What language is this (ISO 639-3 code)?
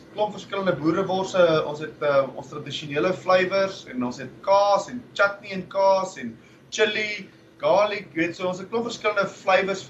afr